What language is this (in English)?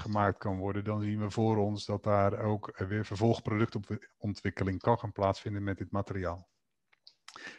Dutch